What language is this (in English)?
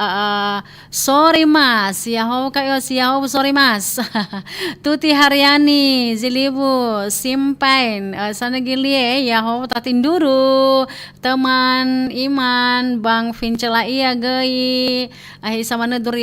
Nias